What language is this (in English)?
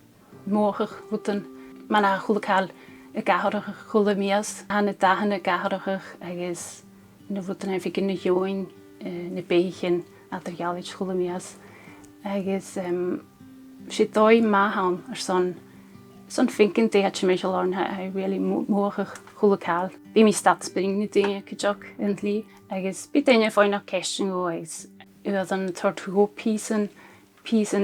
Scottish Gaelic